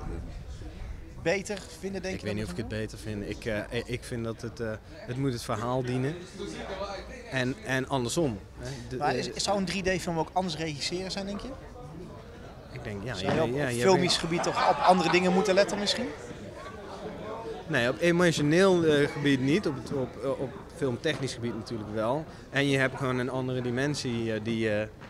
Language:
Dutch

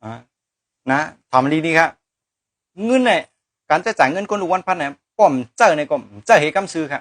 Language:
Shan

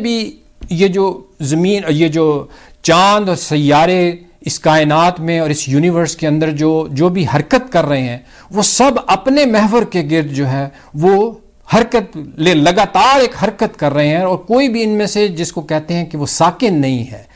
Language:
Urdu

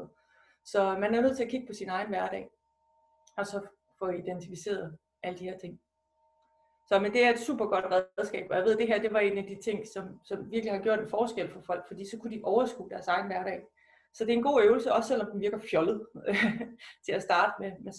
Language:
Danish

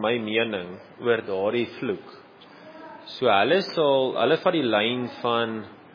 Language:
Afrikaans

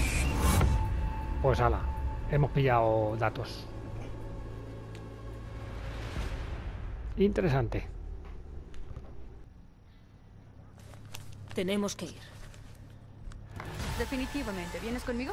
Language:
Spanish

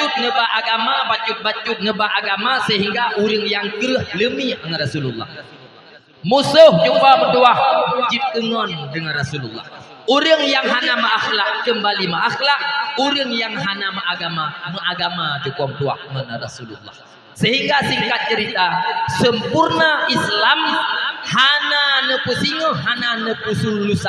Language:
Achinese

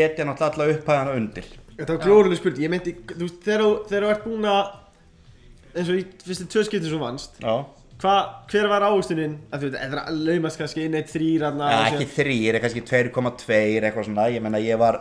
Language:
Icelandic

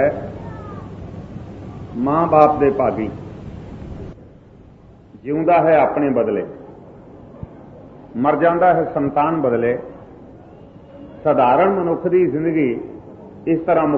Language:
Punjabi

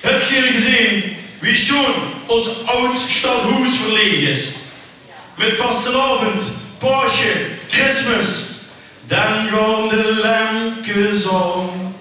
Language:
Limburgish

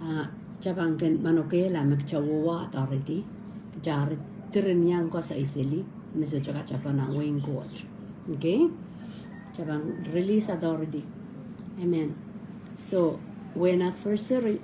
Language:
Pohnpeian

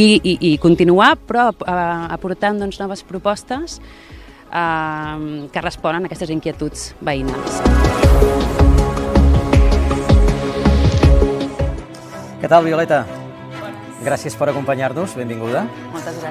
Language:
Catalan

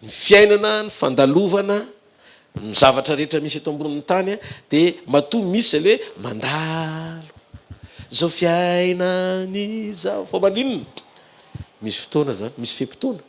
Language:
Malagasy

